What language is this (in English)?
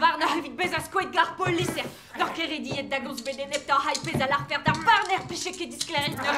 Breton